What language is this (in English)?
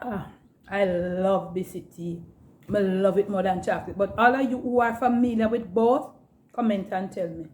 Jamaican Creole English